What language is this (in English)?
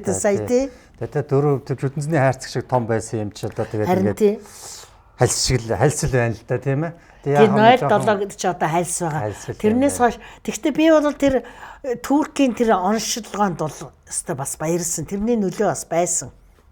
Mongolian